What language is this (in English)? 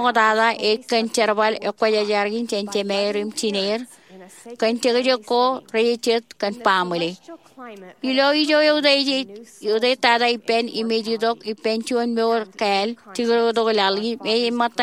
Marshallese